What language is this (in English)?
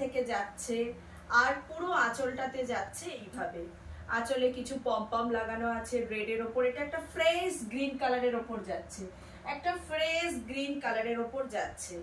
Bangla